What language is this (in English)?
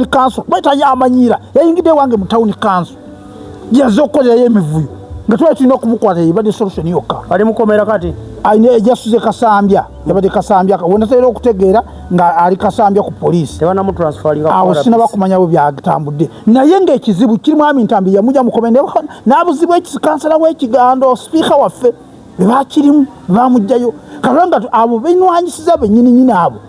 Ganda